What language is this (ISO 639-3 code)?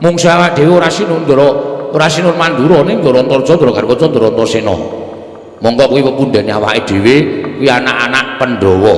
jav